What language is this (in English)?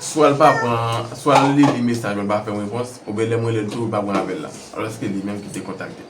Haitian Creole